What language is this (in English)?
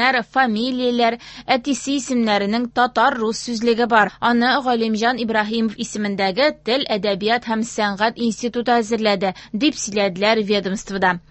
Tatar